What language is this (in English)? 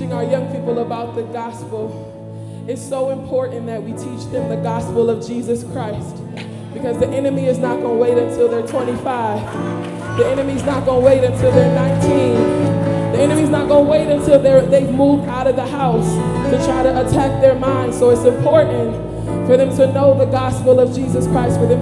English